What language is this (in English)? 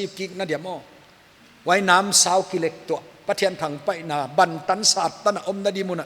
Paite Chin